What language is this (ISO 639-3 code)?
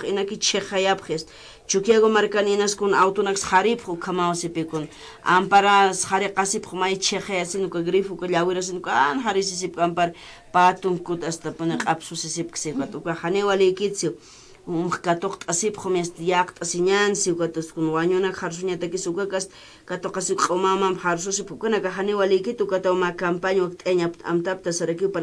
aym